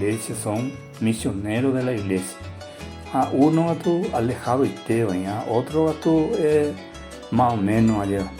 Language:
Guarani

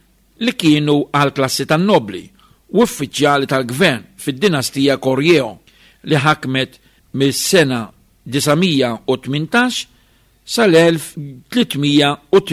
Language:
Maltese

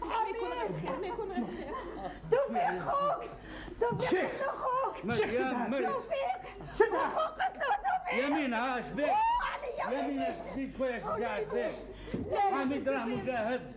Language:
Algerian Arabic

